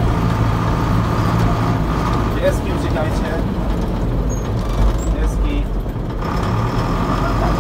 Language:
Polish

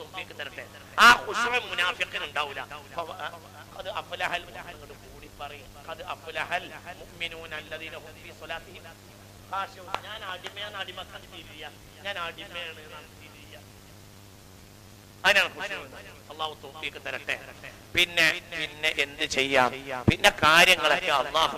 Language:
Malayalam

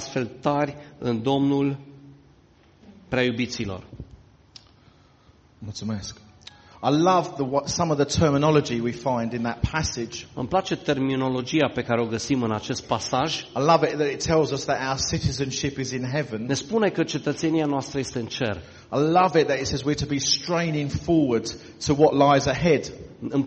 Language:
Romanian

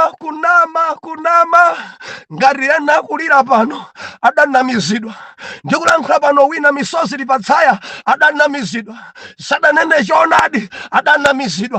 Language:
Nyanja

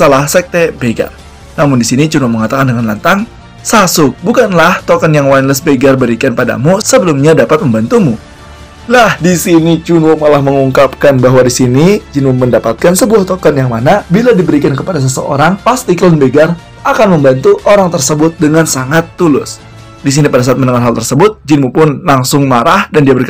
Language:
Indonesian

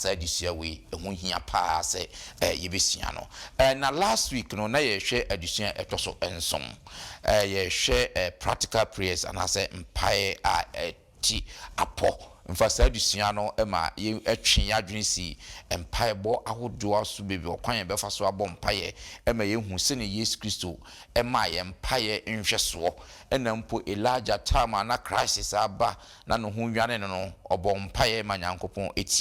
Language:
Akan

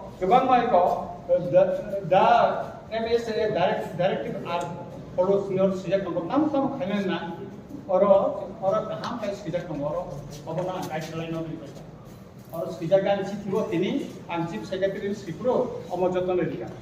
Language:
Kok Borok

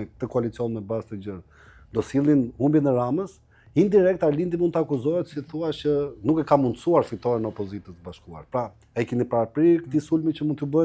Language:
Albanian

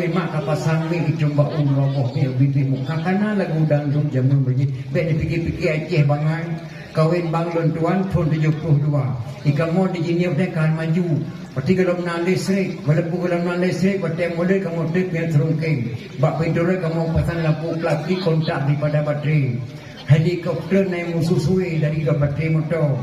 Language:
Achinese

